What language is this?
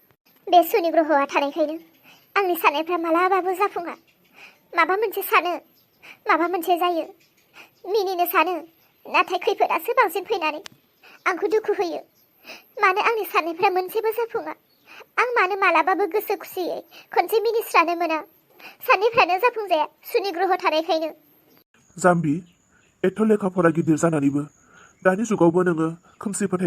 Bodo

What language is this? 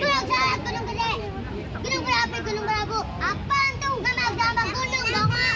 Betawi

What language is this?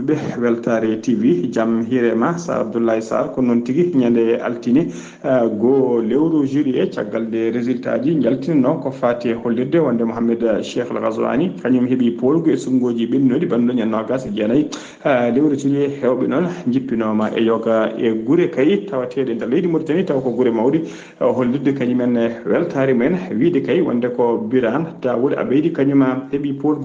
Fula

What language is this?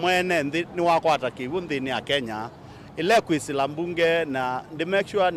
Kamba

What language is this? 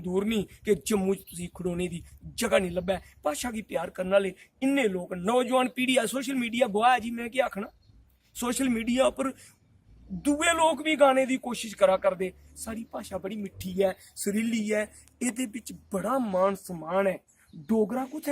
Dogri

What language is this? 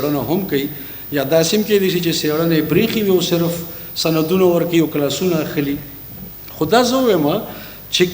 Pashto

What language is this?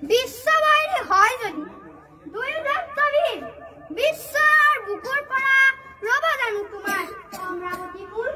Assamese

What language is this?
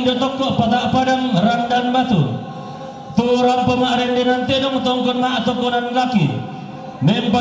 Toraja-Sa'dan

